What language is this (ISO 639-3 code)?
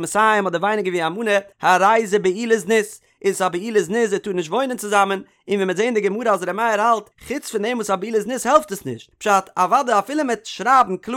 yid